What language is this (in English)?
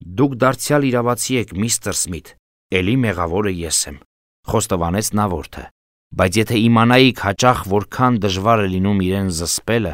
Armenian